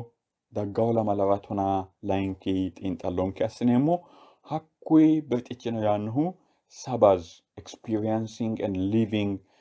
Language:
Sidamo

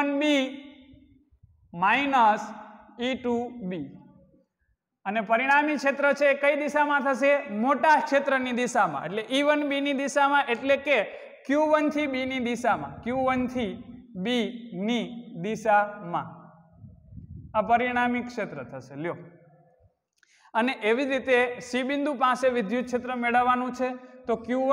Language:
Gujarati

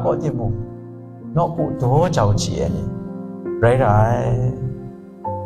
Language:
Kachin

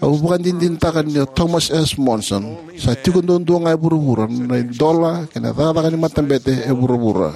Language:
Fijian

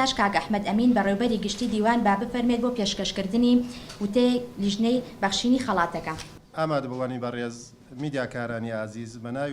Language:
Central Kurdish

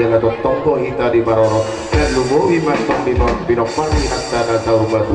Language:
Batak Toba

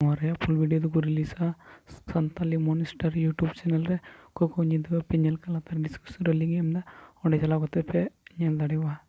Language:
Santali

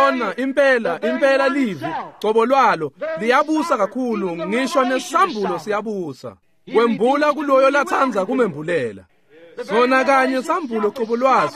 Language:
Swati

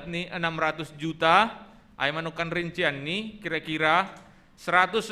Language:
Batak Simalungun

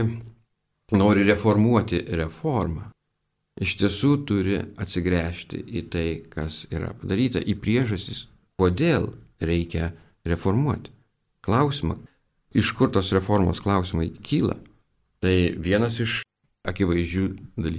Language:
Lithuanian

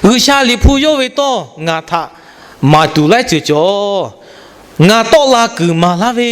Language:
Lahu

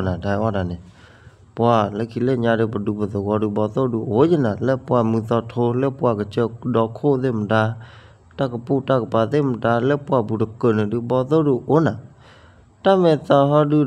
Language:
S'gaw Karen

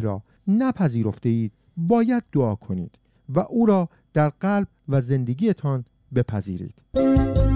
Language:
Persian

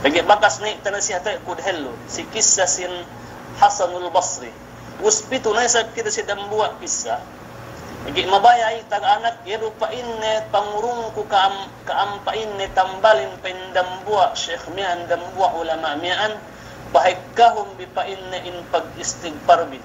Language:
Yakan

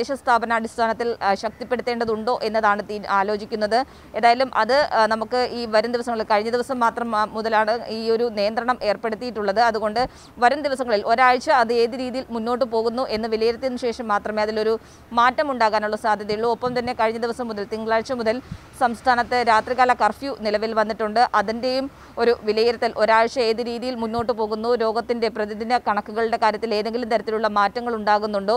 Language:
Malayalam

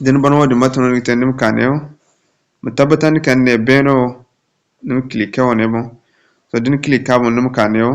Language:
Zarma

